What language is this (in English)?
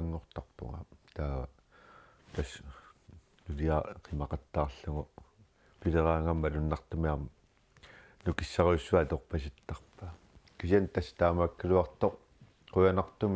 Kalaallisut